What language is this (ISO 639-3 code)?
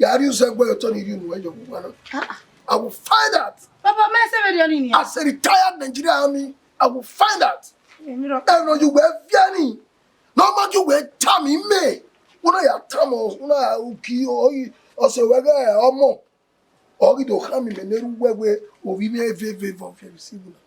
bin